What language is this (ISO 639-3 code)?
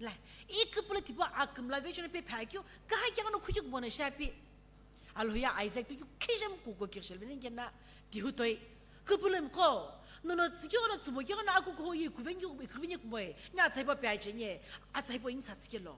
nsm